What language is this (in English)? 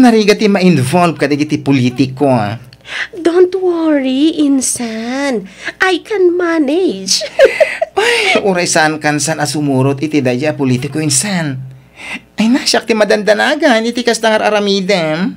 Iloko